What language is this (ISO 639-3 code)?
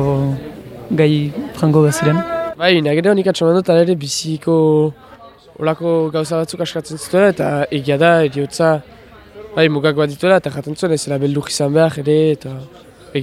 eus